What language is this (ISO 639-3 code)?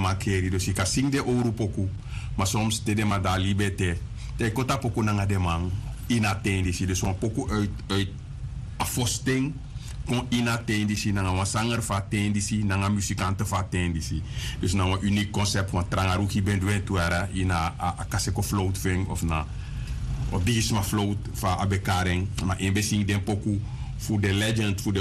srn